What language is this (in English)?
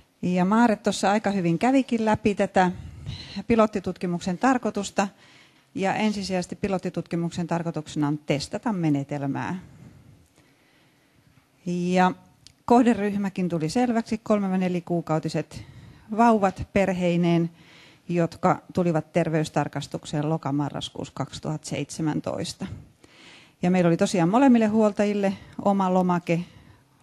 Finnish